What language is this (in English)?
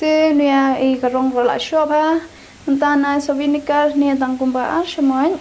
Khasi